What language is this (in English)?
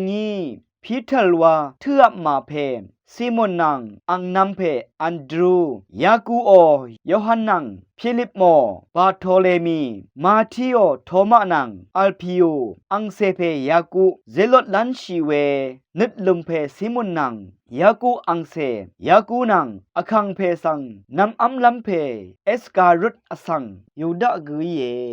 Rawang